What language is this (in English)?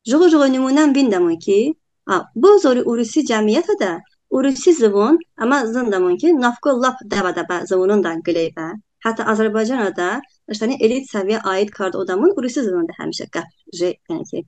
Talysh